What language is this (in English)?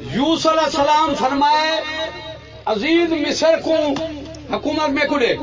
Saraiki